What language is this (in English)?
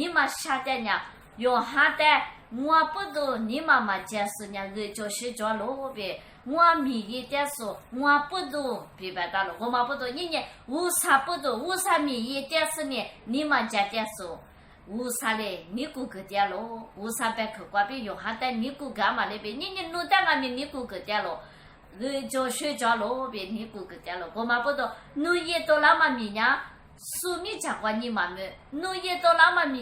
Lisu